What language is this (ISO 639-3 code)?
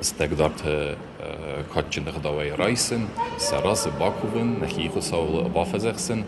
oss